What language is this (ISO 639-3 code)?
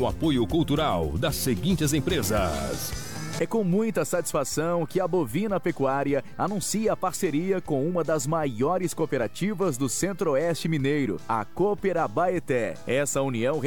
por